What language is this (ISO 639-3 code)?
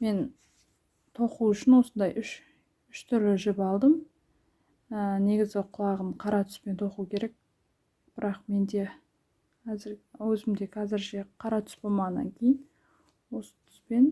kaz